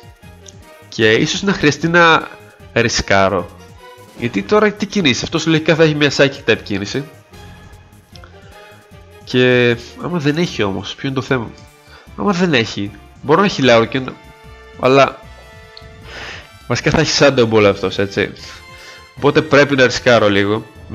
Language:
Greek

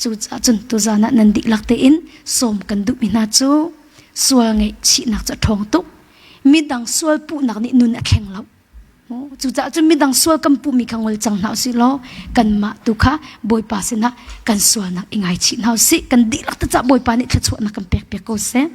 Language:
Hakha Chin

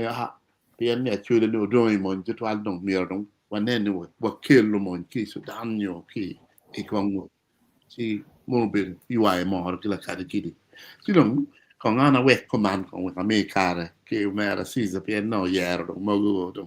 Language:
Acoli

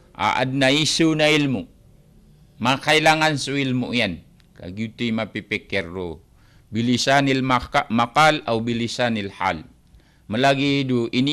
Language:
Maranao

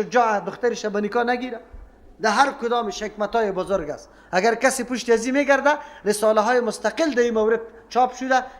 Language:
Persian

